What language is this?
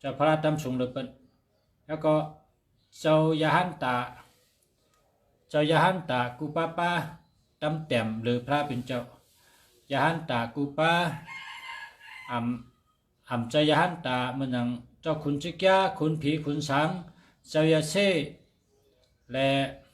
Shan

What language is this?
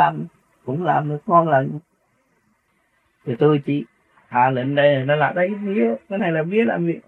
Vietnamese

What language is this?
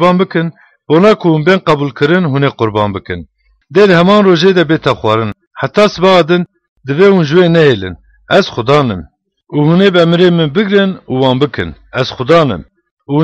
Kurdish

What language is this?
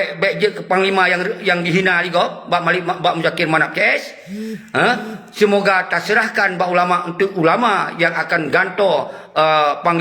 Achinese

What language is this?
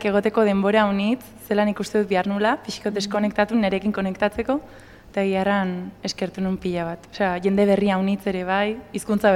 Basque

